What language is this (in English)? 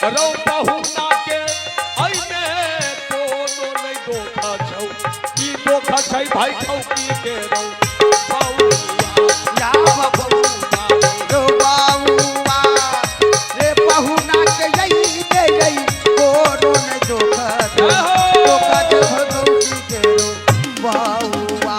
Maithili